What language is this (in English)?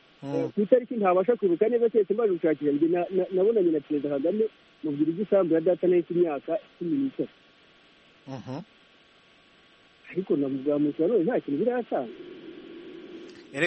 Kinyarwanda